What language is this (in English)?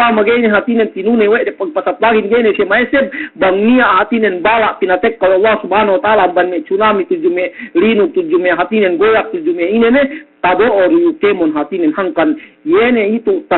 Yakan